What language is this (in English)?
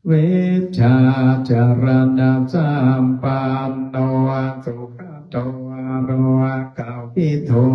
Pali